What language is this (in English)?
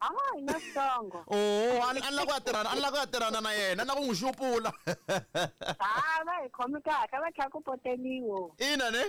Tsonga